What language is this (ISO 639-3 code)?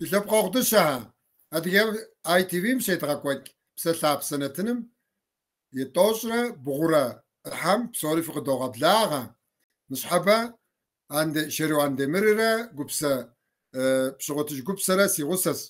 kbd